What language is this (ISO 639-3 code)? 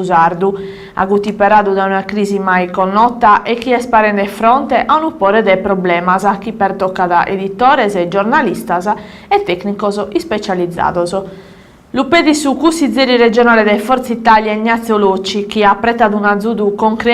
srd